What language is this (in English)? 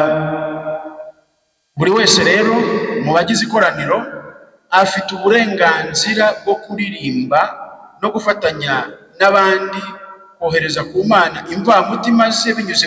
Kinyarwanda